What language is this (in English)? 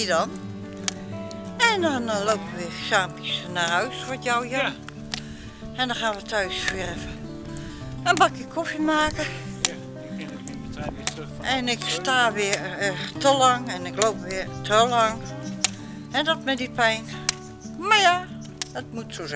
Dutch